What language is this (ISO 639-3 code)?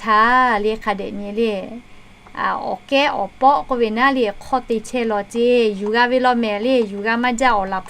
lhu